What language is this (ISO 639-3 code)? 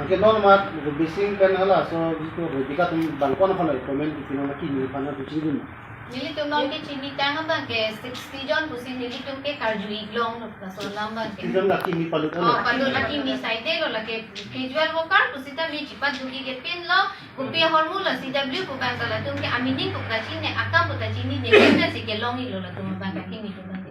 mjw